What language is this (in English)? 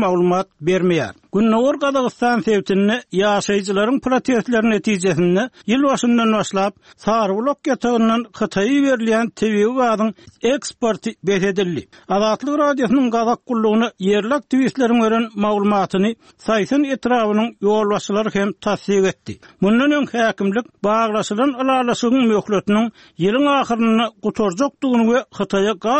Turkmen